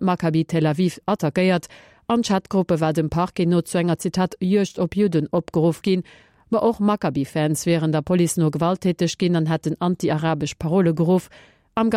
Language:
Luxembourgish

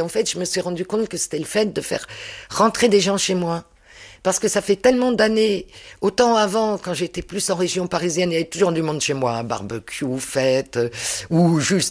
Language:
French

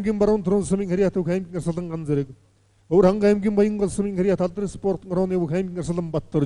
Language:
Mongolian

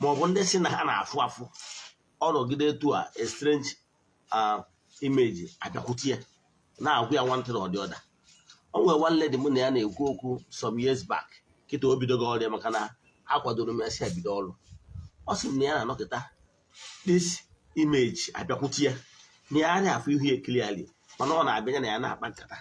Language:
Igbo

